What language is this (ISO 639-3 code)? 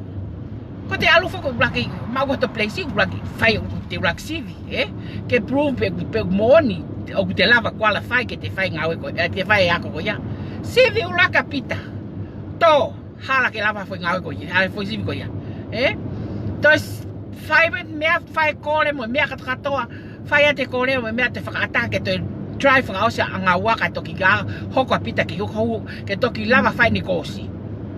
ton